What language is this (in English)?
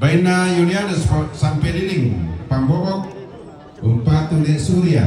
Toraja-Sa'dan